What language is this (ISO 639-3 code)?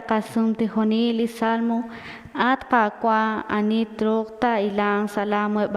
kek